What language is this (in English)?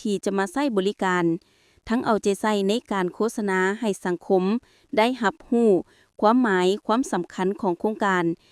Lao